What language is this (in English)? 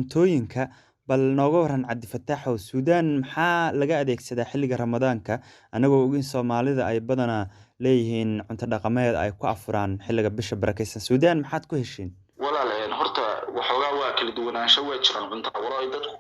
Somali